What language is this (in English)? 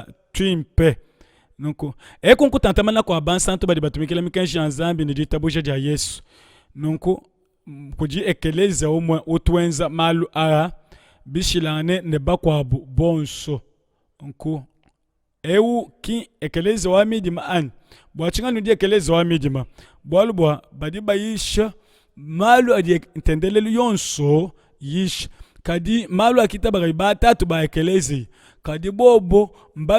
Luba-Lulua